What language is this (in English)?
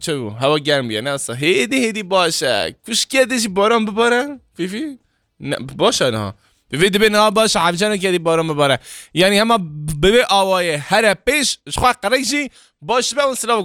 Kurdish